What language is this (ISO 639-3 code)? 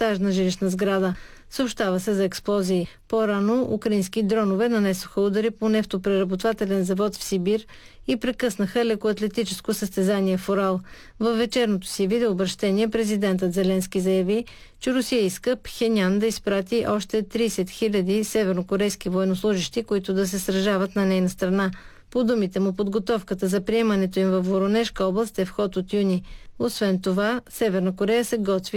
bul